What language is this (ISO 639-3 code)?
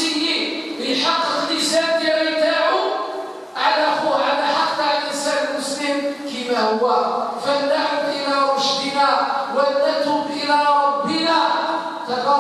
arq